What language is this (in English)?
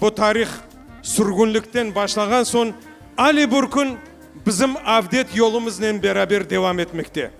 Crimean Tatar